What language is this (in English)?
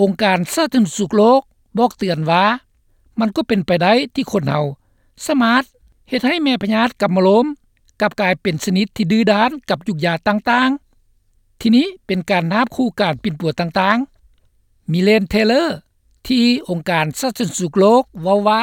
Lao